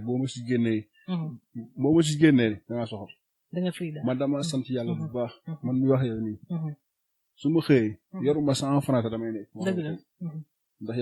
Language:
Wolof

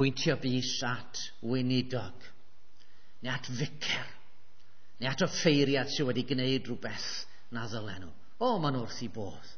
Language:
Welsh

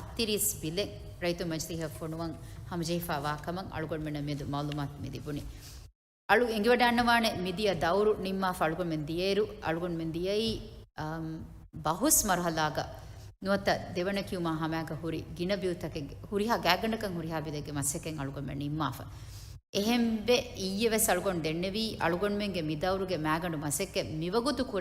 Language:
Divehi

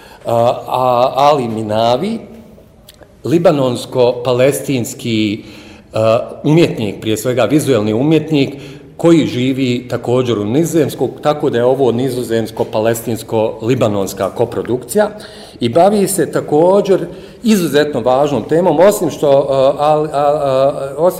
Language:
Bosnian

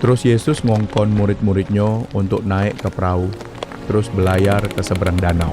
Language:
Musi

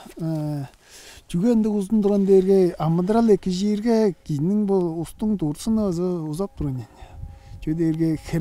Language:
Tuvinian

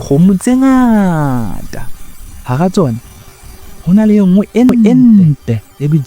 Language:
Southern Sotho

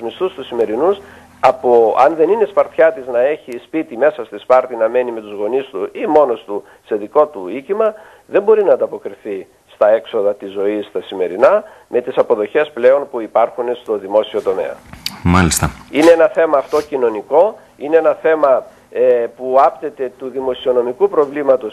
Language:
Greek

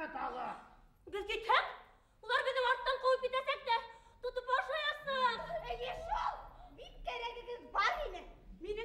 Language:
Bashkir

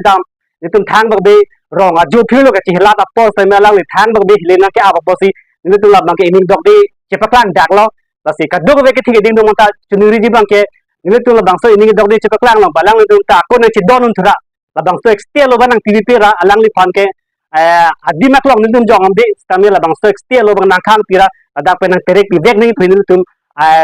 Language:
Karbi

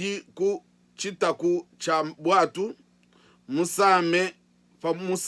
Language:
Luba-Lulua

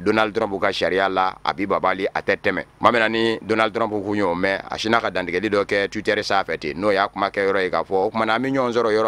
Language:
Bambara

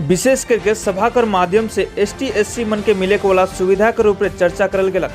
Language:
Sadri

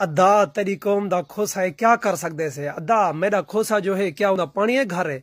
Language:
Saraiki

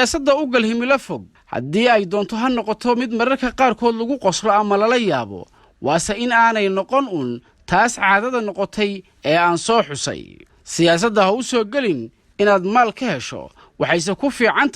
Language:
Somali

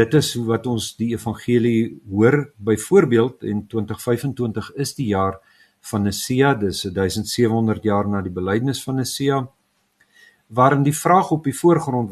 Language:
Afrikaans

